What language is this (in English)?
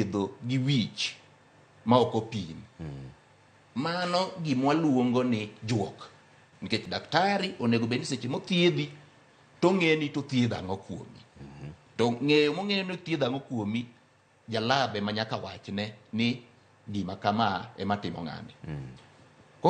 Luo (Kenya and Tanzania)